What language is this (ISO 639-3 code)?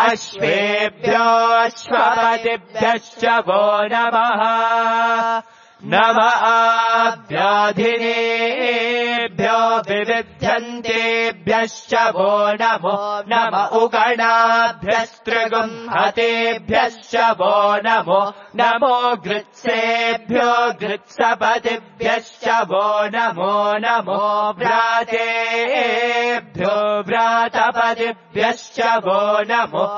san